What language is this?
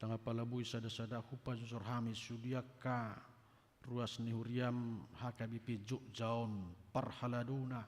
Batak Toba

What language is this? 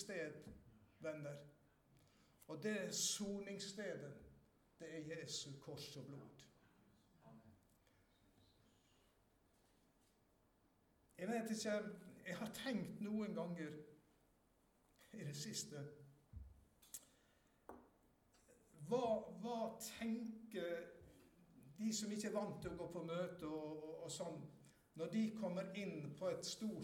Norwegian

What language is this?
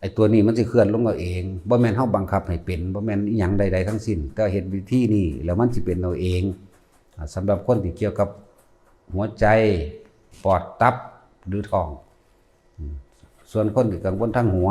Northeastern Thai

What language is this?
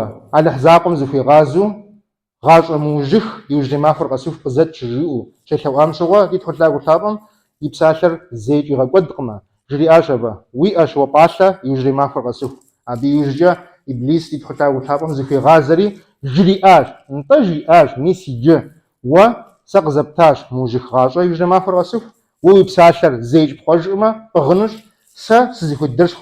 Kabardian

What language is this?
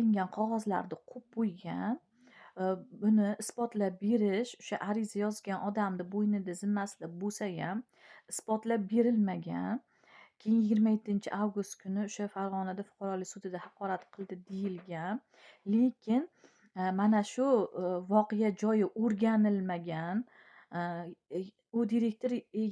Uzbek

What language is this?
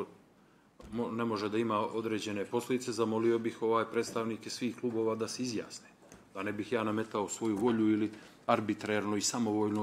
Bosnian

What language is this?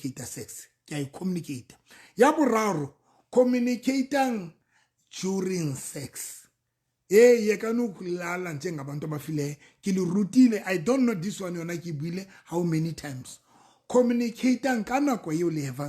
Southern Sotho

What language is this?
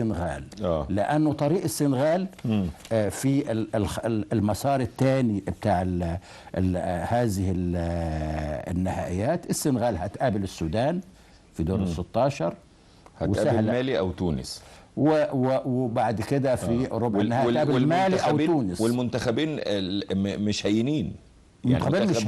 Egyptian Arabic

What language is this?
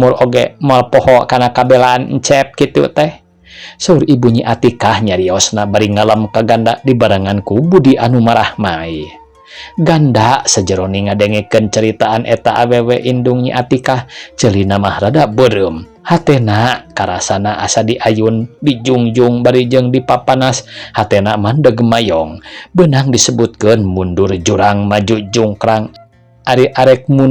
Sundanese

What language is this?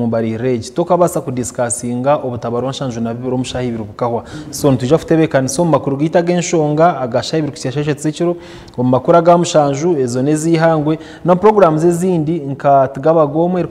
Nyankole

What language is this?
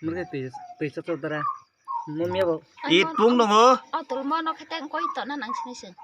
Kok Borok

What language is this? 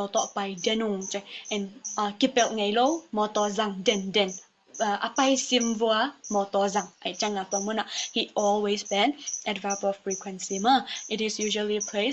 Tedim Chin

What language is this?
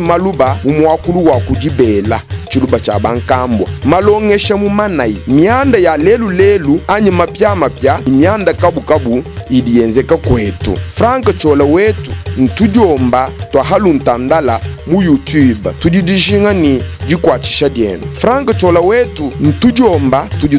Luba-Lulua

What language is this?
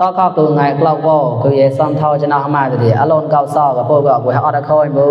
Mon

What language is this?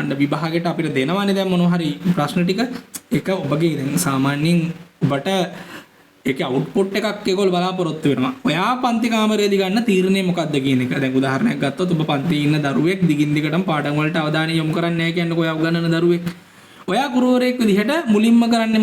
Sinhala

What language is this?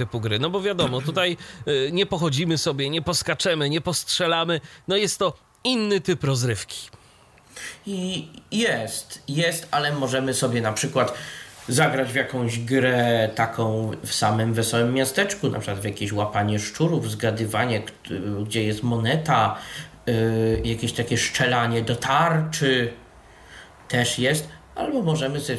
Polish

